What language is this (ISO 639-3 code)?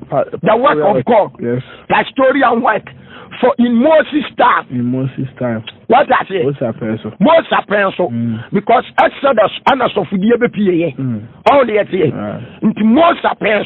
aka